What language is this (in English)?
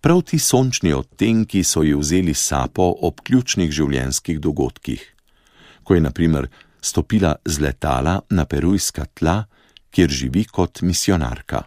Slovenian